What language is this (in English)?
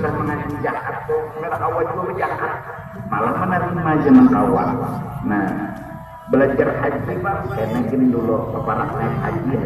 Banjar